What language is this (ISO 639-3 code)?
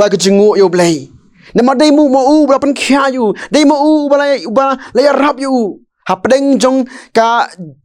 kha